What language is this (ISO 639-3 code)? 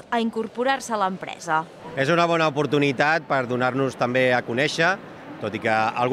cat